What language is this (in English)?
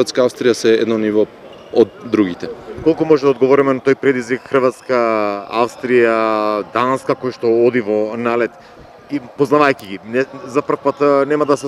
Macedonian